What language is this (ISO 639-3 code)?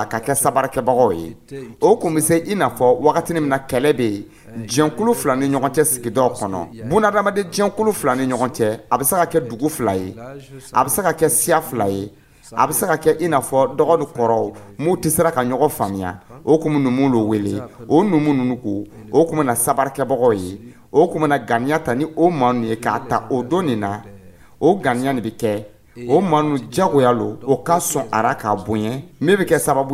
dyu